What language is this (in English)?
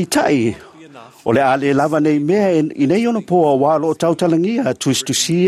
Samoan